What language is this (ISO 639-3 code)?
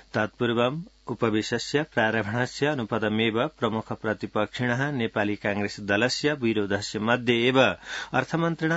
san